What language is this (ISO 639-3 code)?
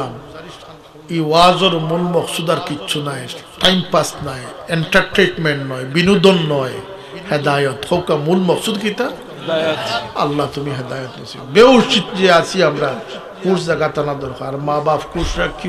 syl